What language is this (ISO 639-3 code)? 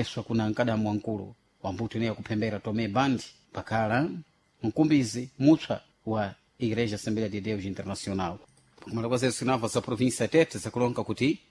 seh